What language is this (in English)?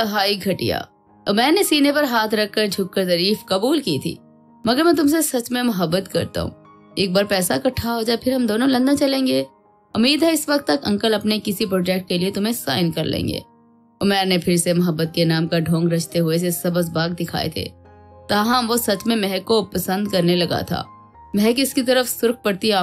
Urdu